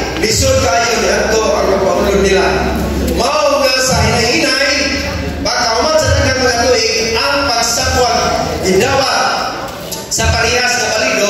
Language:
Cebuano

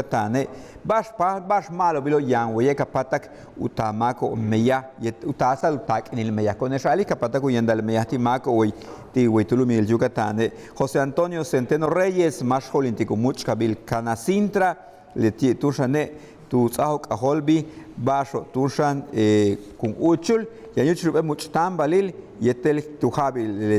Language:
Yucateco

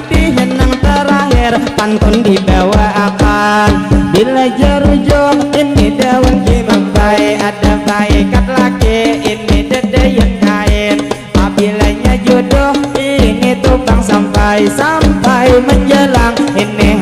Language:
Banjar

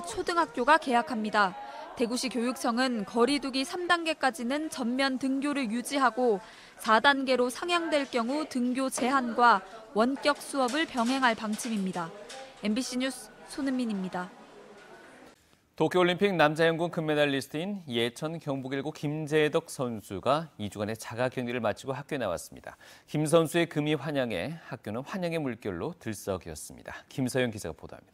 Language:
Korean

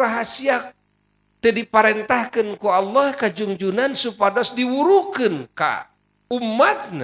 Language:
Sundanese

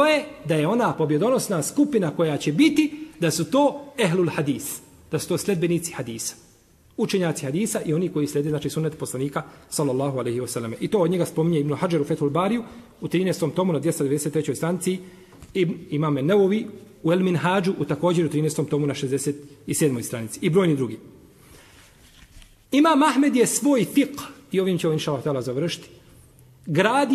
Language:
Bosnian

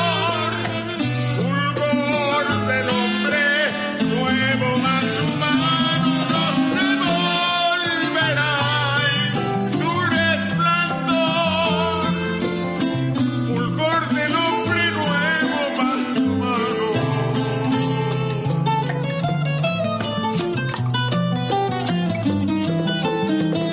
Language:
Spanish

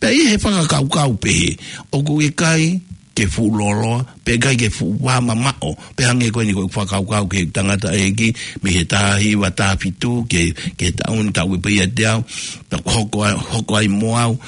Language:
Tongan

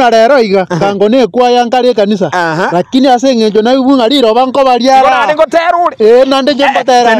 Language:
Gusii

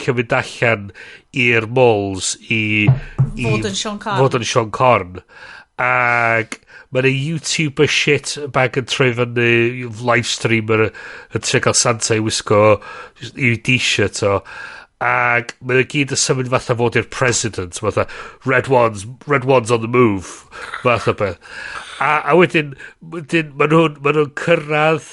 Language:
Welsh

